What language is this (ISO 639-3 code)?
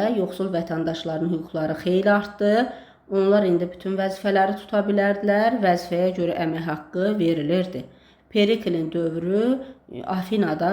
aze